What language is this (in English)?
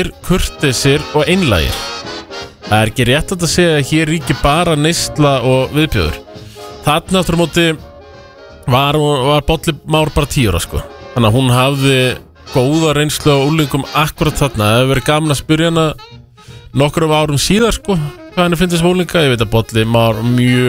Icelandic